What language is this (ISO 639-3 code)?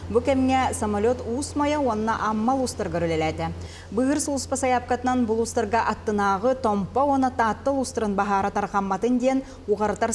sah